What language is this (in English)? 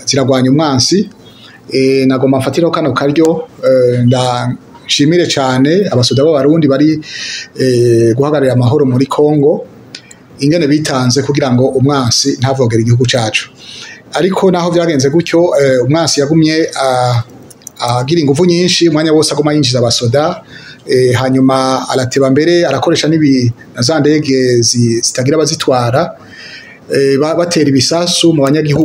Rundi